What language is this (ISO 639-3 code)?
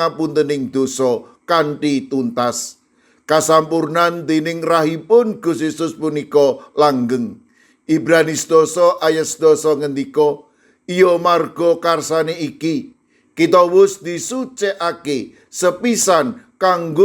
jav